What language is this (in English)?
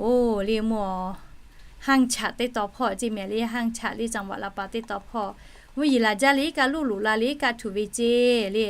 Lahu